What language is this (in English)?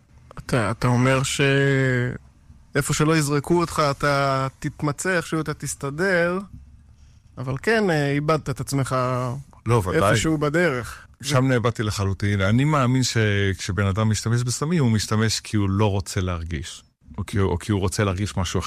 Hebrew